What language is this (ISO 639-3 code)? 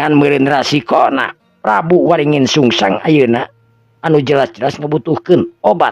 sun